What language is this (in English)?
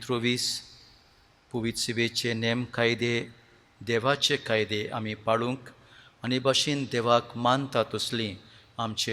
Konkani